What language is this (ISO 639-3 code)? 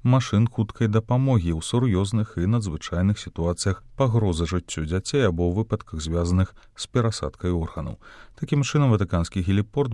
bel